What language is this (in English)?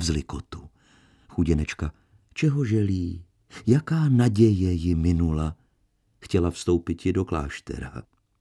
Czech